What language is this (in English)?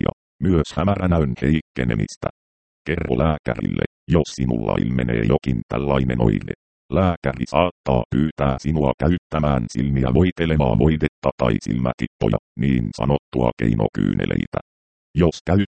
Finnish